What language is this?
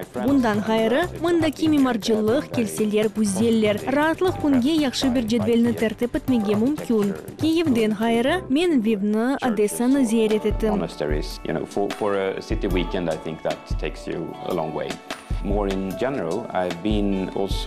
Crimean Tatar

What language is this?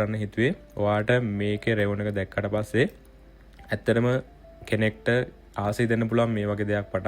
Sinhala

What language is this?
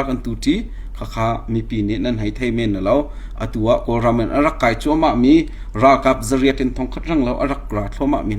Hakha Chin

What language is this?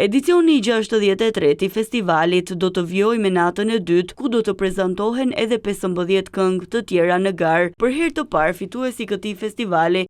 Albanian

